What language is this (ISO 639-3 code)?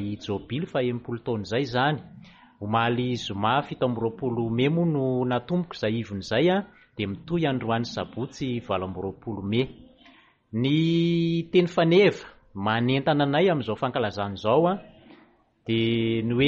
mlg